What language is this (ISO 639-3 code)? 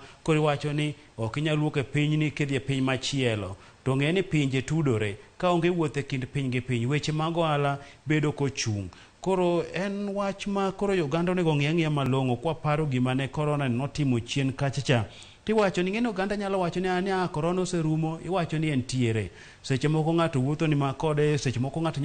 luo